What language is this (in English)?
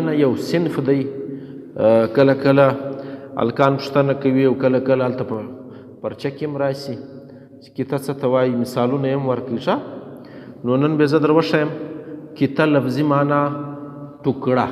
Pashto